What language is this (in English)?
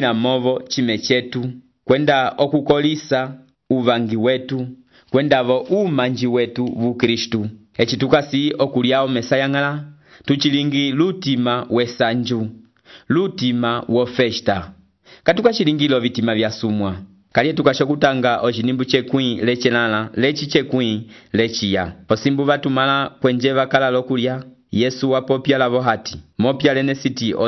Umbundu